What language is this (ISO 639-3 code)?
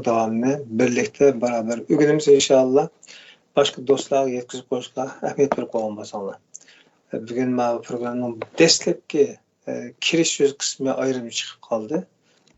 uig